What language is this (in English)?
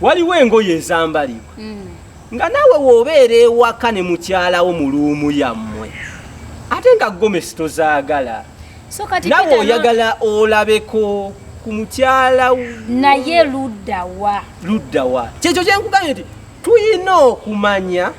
Ganda